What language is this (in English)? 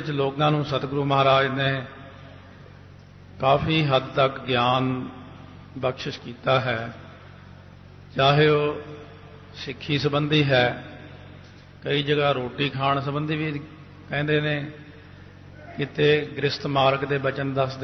Punjabi